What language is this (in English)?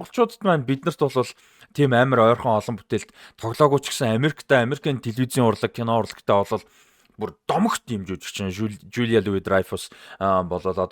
Mongolian